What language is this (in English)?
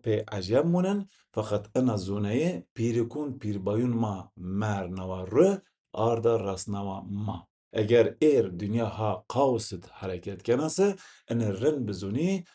Zaza